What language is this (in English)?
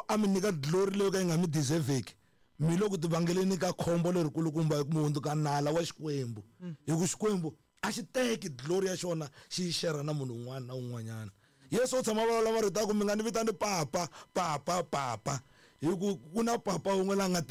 Tsonga